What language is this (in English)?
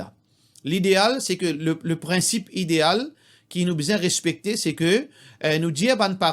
Morisyen